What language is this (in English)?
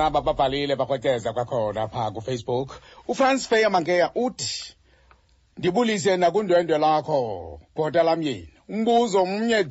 Xhosa